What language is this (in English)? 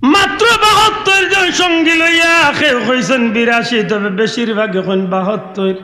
Sylheti